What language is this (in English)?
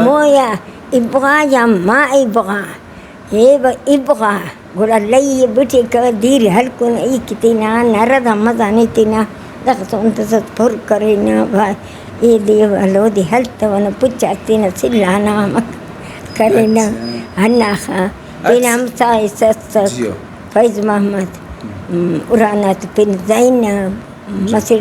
Brahui